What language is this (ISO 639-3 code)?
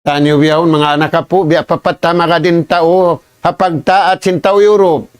tsg